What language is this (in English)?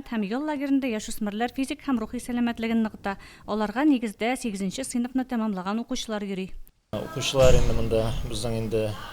Tatar